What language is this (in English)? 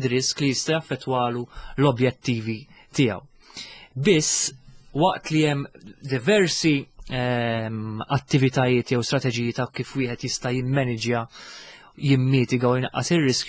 Maltese